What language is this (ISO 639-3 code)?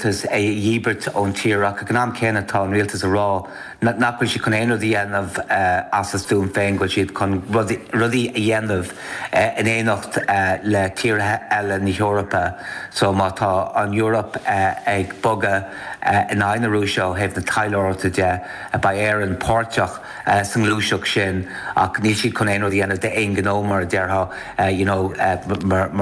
gle